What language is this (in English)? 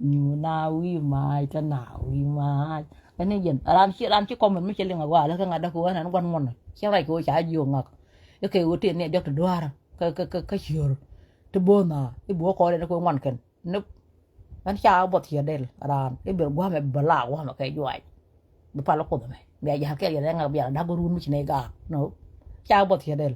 Nuer